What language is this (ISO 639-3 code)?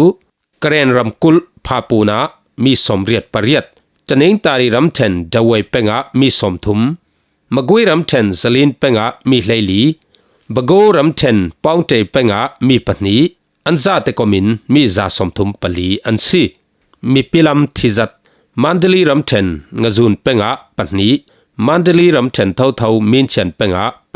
cfm